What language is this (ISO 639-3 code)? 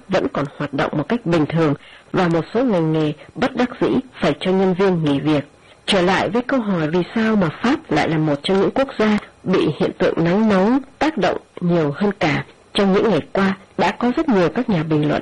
vie